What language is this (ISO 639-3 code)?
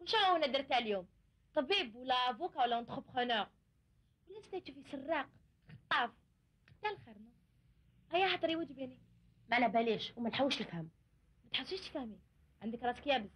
arq